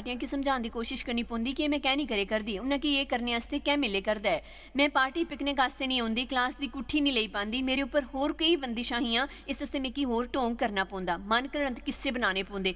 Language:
Dogri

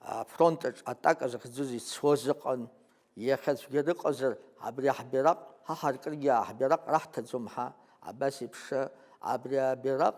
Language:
Abkhazian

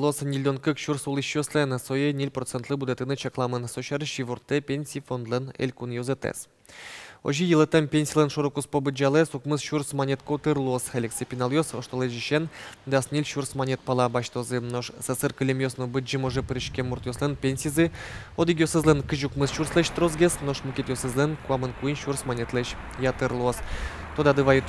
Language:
Udmurt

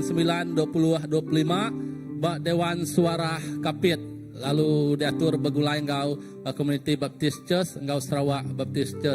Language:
Iban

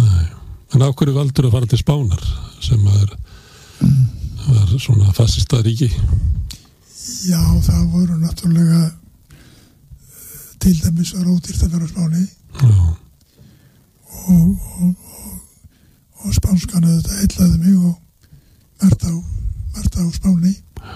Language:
Icelandic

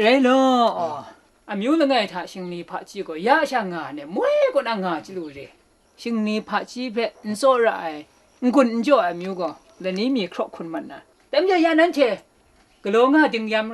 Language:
Kachin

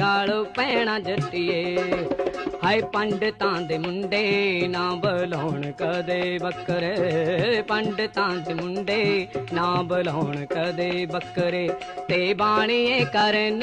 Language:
Punjabi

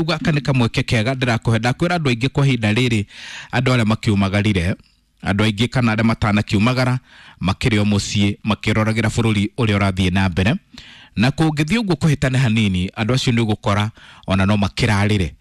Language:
Kikuyu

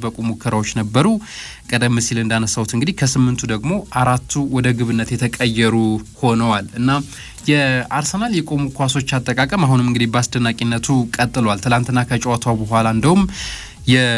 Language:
Amharic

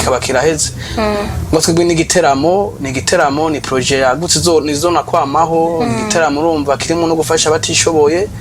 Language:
Rundi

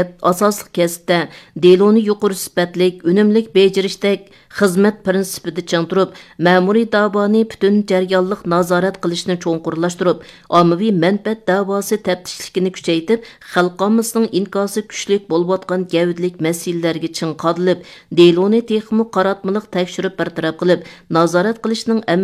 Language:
Uyghur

